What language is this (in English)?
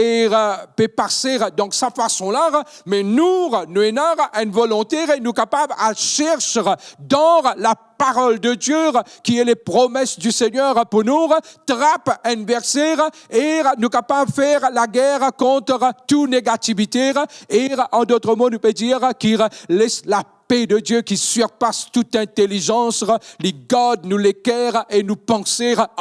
Morisyen